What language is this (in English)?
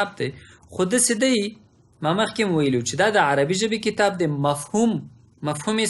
Pashto